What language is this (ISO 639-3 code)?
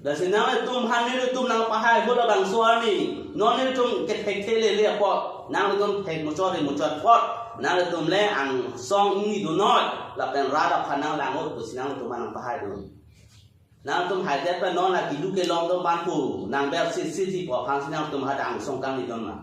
mjw